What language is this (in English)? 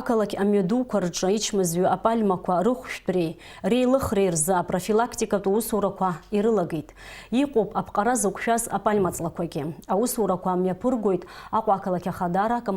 Abkhazian